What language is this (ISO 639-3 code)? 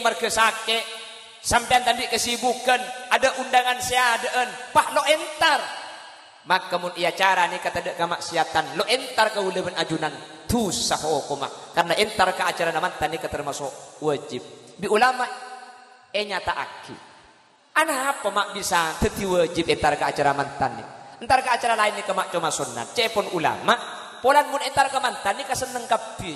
mad